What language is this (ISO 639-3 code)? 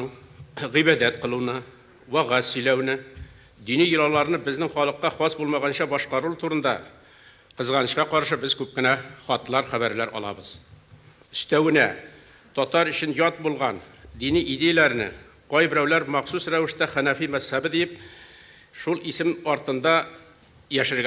tat